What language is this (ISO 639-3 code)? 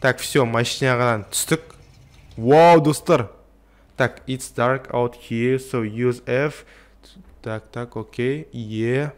kaz